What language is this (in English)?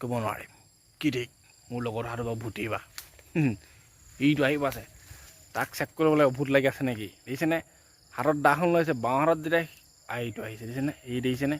Assamese